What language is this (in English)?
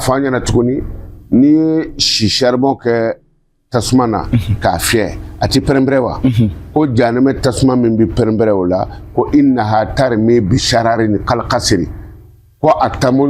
Bambara